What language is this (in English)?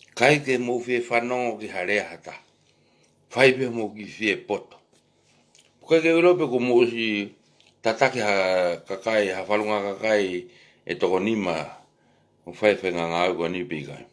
Tongan